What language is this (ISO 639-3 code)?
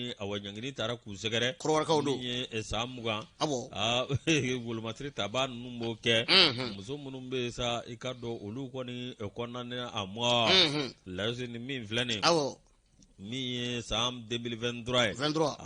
bam